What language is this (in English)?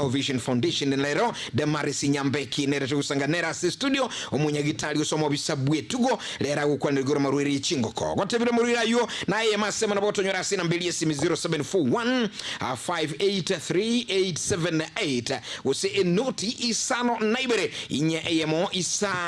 Gusii